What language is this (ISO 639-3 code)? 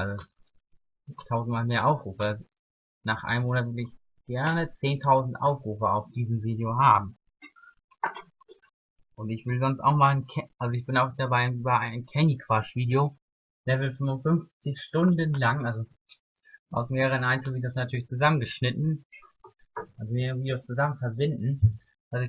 deu